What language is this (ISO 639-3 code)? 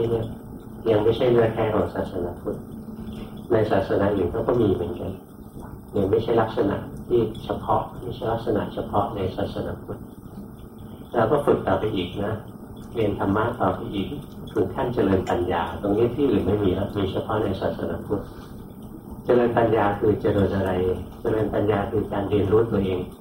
tha